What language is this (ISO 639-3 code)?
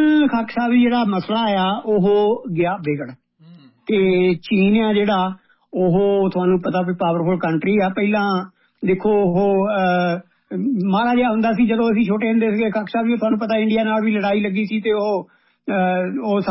pan